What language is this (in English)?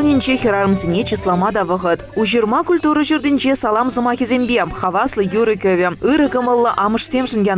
Chuvash